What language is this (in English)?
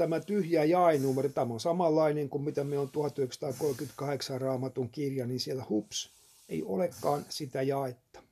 Finnish